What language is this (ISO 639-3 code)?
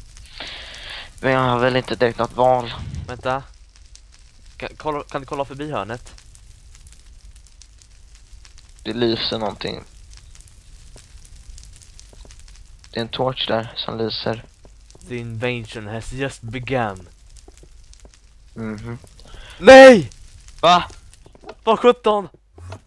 swe